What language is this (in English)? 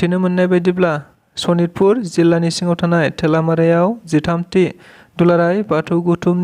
Bodo